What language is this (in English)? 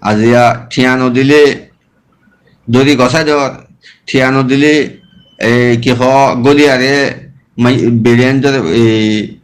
Rohingya